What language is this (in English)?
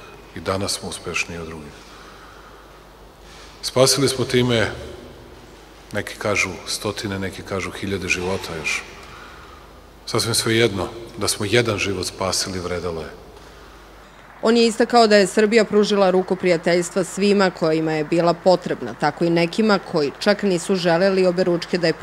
Serbian